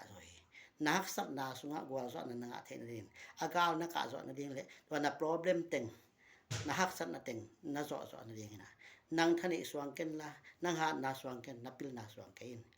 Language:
Tedim Chin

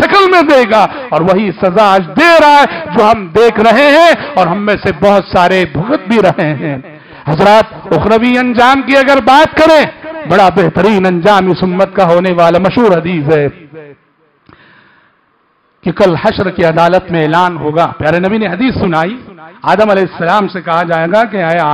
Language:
Urdu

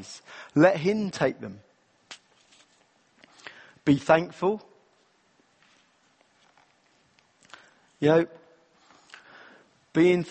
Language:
English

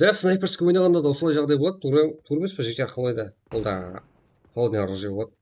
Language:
Kara-Kalpak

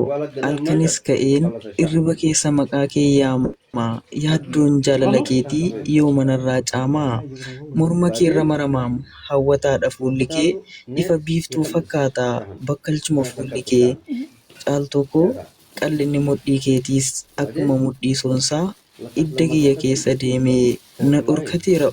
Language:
Oromo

